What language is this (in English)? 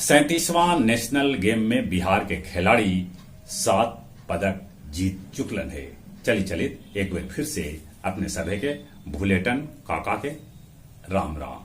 Magahi